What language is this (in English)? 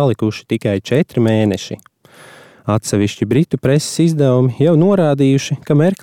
Latvian